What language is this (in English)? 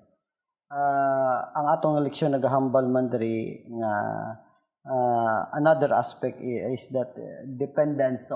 Hiligaynon